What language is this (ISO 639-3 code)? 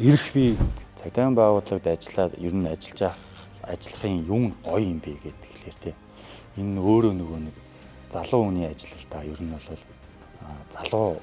mon